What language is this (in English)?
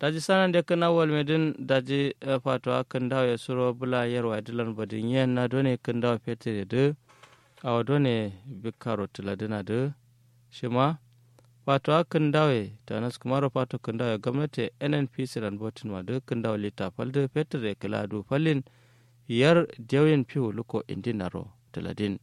Kanuri